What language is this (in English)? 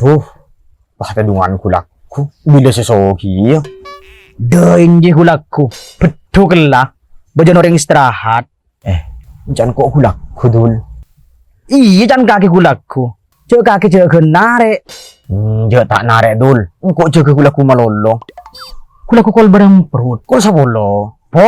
Madurese